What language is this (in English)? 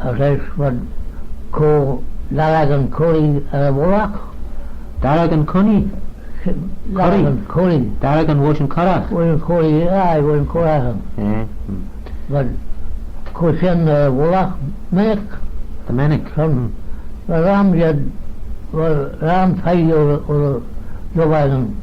Manx